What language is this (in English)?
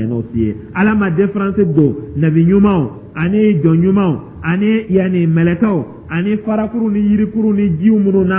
Dyula